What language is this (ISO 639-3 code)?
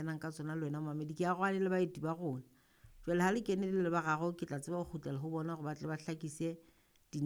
sot